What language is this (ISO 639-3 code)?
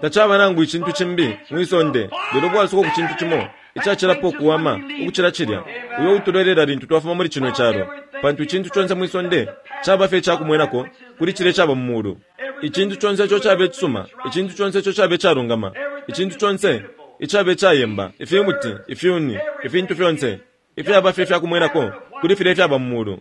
bem